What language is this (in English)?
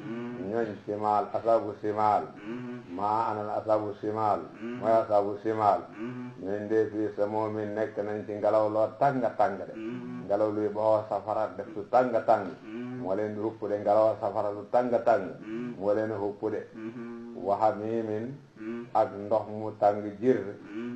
Wolof